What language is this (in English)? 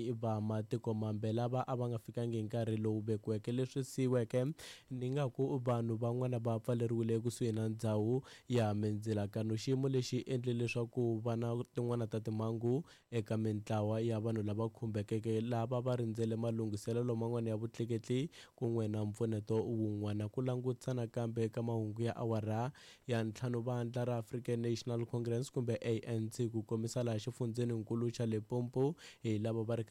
Tsonga